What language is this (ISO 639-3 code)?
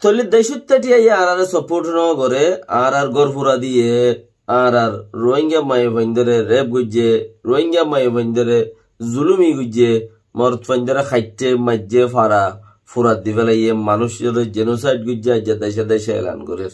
rhg